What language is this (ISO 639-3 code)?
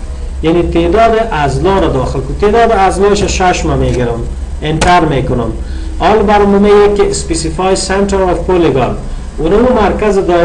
fas